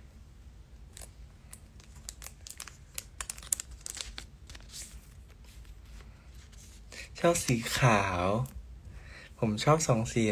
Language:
Thai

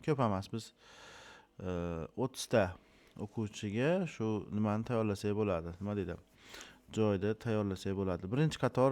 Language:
Uzbek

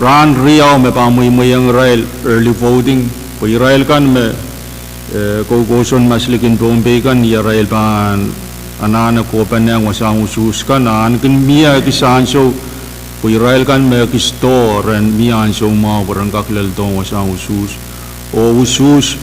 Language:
Pohnpeian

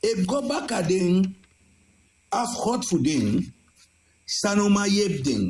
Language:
Sranan Tongo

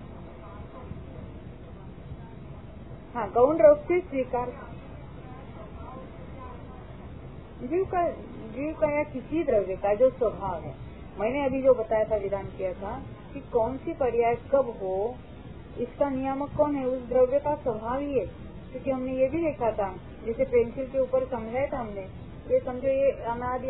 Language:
Hindi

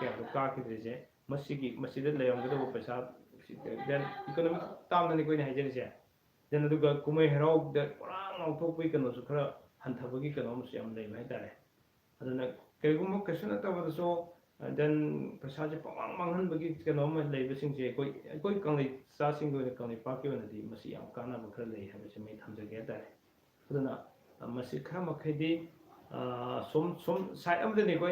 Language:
Manipuri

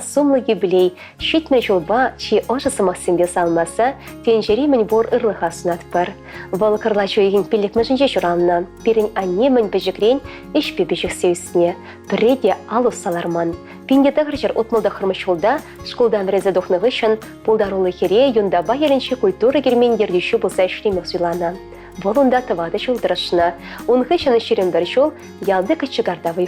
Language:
Chuvash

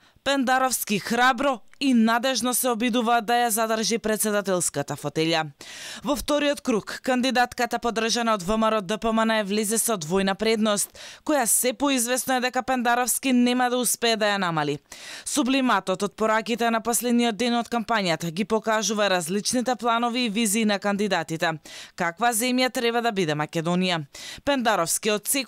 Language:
Macedonian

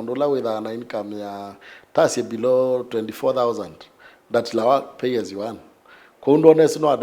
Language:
Kamba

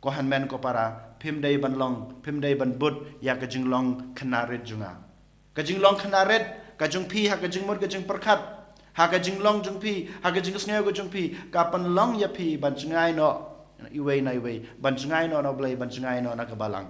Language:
Khasi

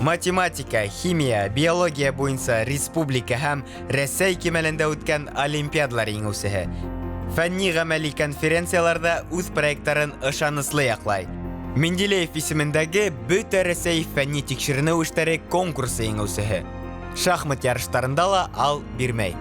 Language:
Bashkir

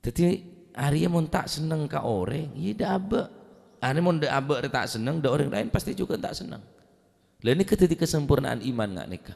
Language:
Madurese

